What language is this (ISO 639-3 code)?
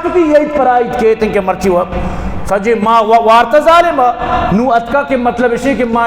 bgp